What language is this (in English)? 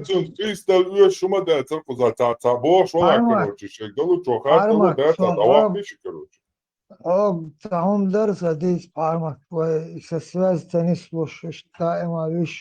Chechen